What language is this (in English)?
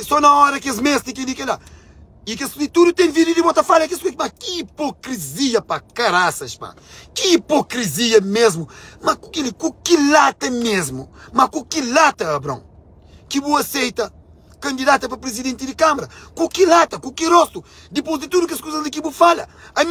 Kabuverdianu